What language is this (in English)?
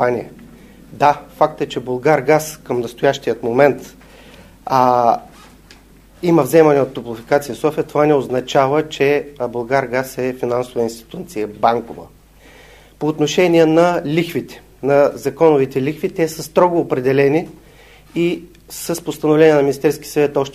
Bulgarian